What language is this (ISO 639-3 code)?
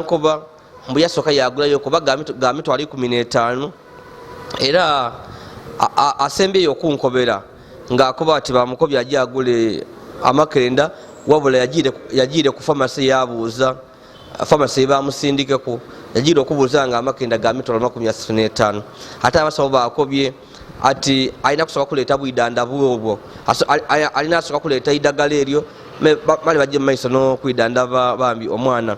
lug